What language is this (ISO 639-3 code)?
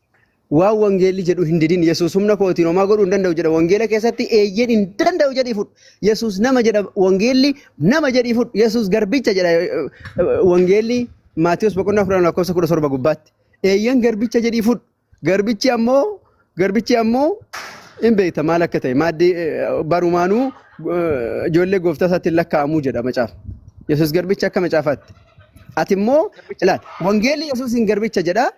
orm